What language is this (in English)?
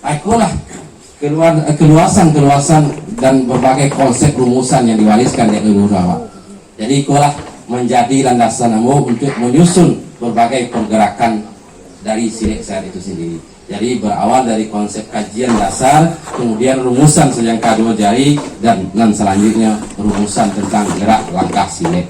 Minangkabau